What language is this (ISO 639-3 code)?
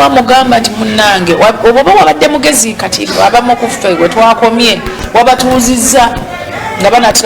lug